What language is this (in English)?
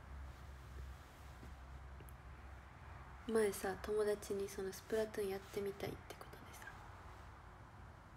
Japanese